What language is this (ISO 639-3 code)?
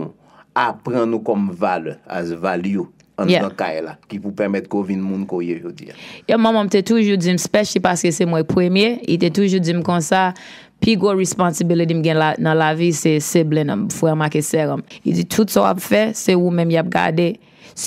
hat